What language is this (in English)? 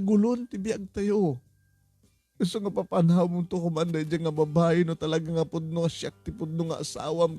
Iloko